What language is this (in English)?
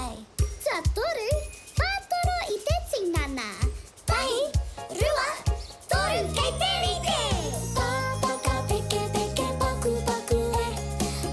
Māori